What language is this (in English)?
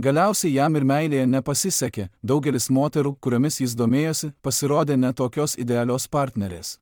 Lithuanian